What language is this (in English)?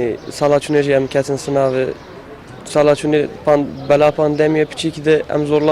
Kurdish